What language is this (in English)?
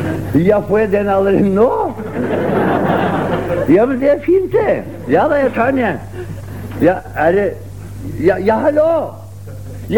Norwegian